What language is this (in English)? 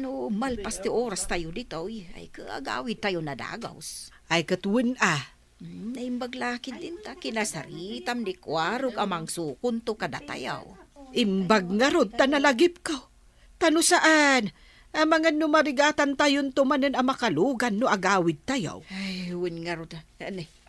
Iloko